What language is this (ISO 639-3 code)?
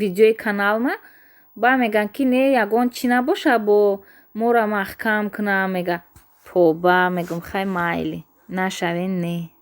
tgk